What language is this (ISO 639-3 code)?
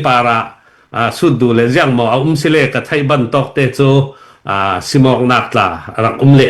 cnh